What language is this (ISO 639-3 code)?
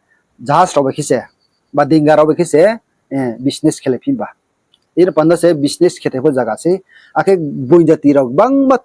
ria